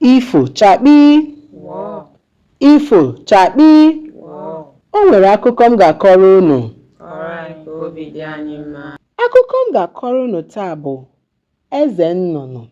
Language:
Igbo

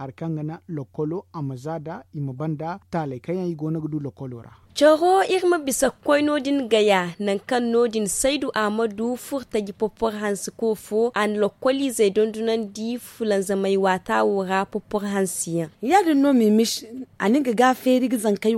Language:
Zarma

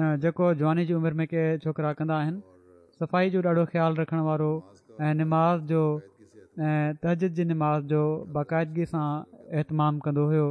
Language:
Sindhi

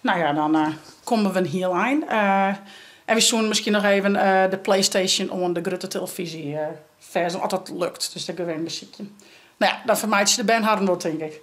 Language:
Western Frisian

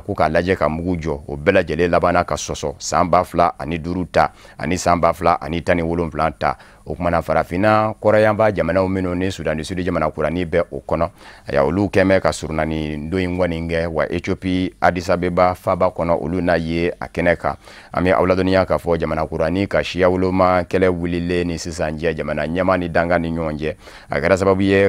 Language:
Bambara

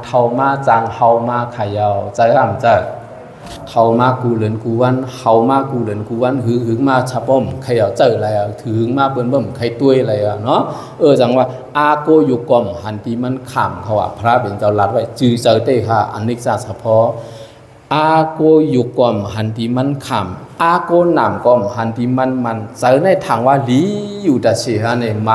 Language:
Shan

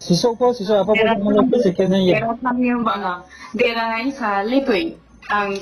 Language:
Riang (India)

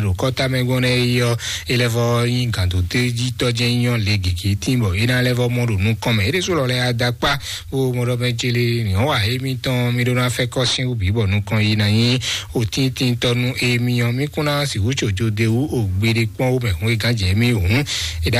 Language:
Fon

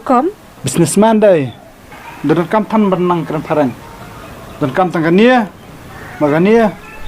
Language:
Khasi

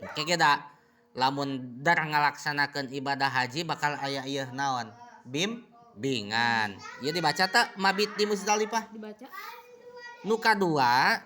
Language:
Sundanese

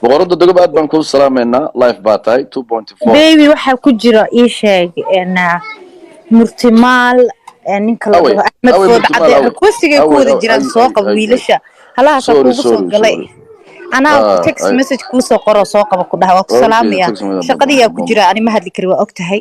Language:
Somali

